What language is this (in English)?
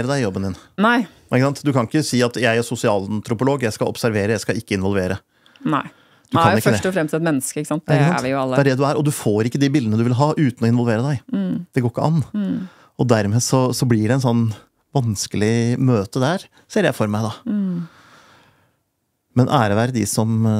Norwegian